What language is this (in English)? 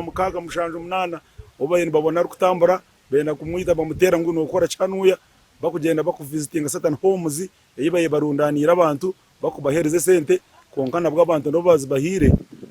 Nyankole